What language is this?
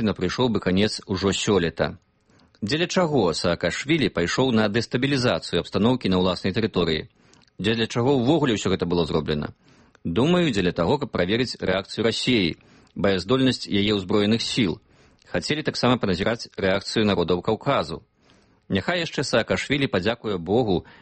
Belarusian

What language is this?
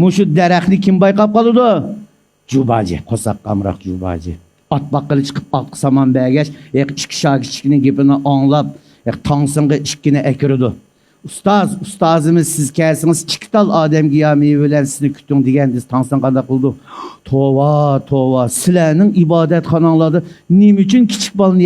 Uyghur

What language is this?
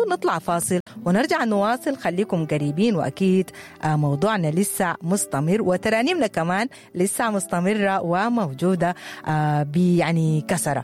Sudanese Arabic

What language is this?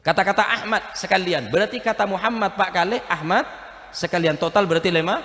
Madurese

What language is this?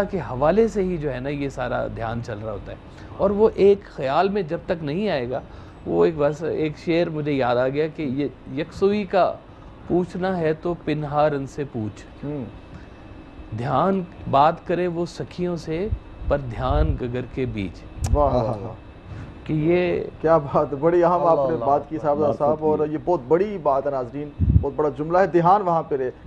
Urdu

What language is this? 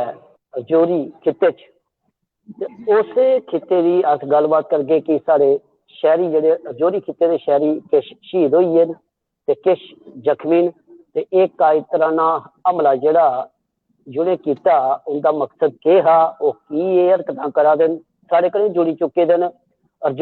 Dogri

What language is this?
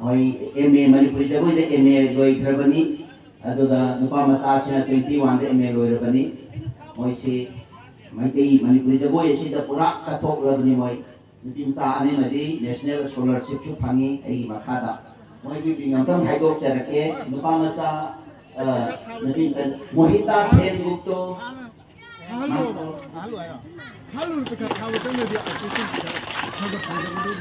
Manipuri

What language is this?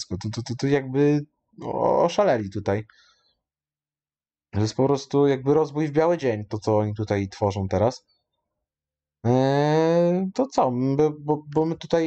Polish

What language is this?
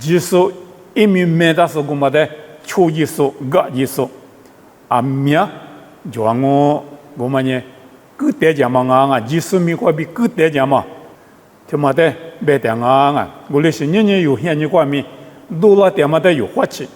Lisu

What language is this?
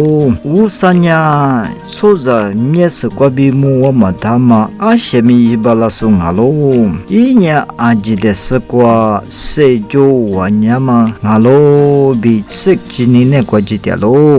Lisu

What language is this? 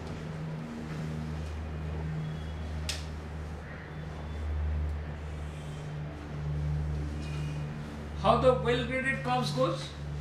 English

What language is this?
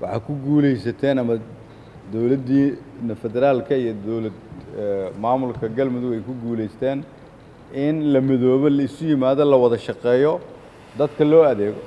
Somali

